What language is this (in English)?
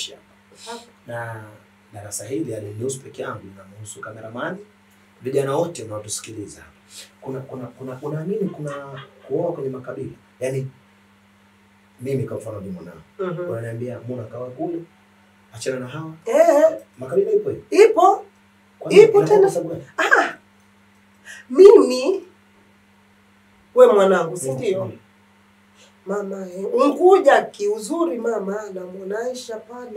Swahili